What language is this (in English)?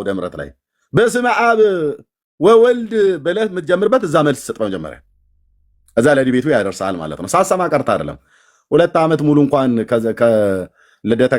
Amharic